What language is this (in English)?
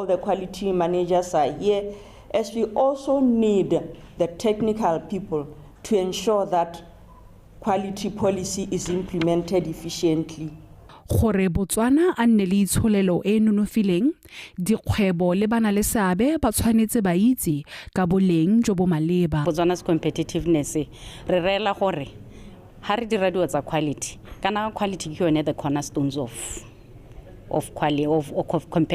Tswana